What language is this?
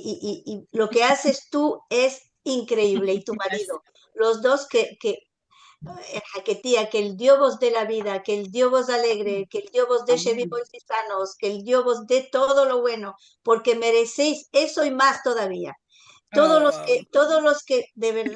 Ladino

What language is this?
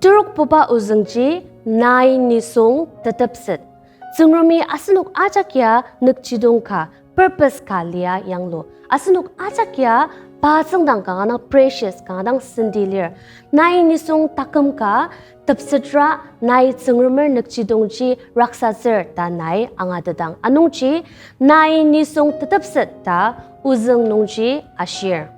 Ao Naga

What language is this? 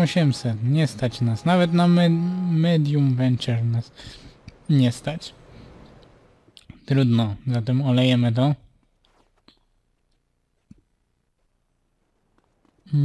Polish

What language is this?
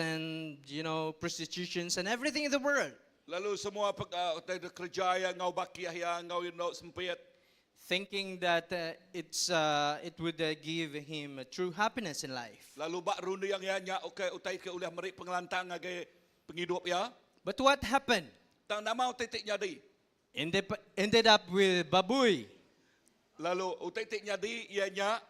Iban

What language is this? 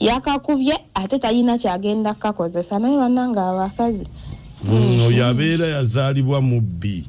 Ganda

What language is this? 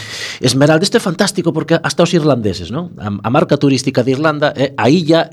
Galician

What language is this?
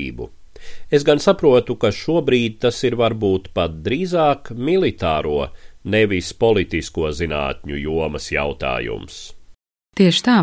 Latvian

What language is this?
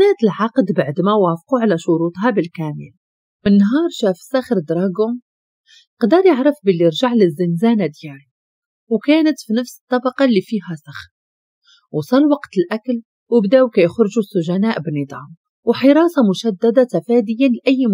Moroccan Arabic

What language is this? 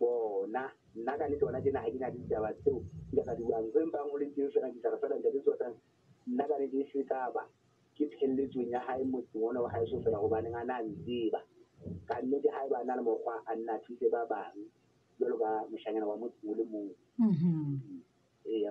Southern Sotho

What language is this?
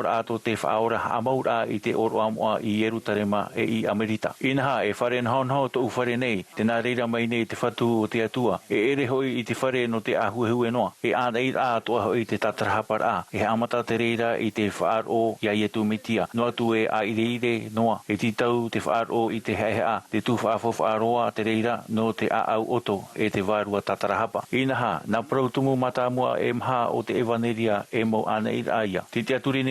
Tahitian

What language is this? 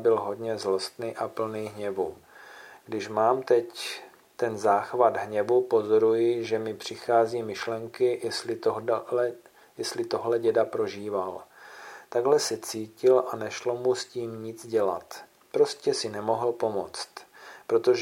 Czech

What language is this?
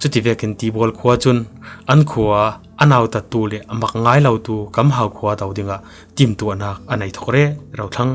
Falam Chin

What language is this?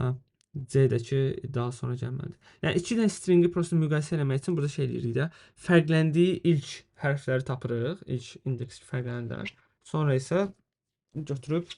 Azerbaijani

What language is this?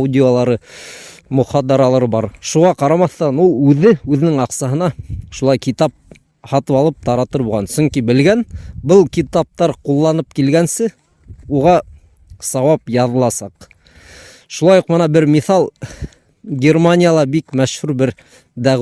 Bashkir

